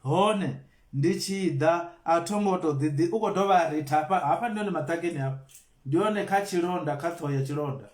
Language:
Venda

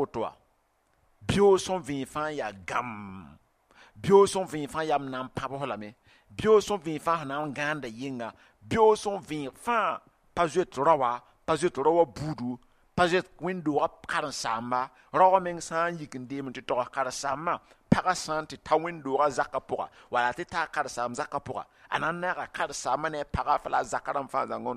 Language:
Mossi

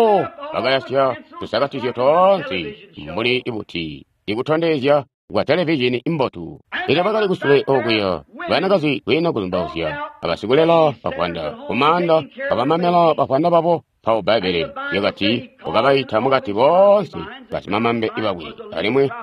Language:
Tonga (Zambia)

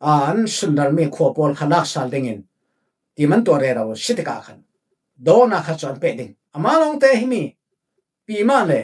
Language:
Falam Chin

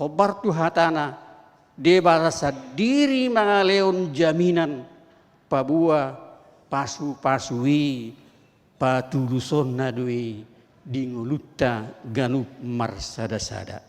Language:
Batak Toba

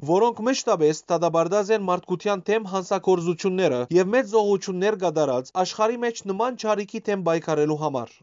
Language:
Western Armenian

